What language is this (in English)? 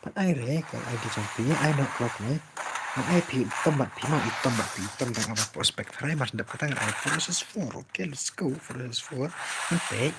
Khasi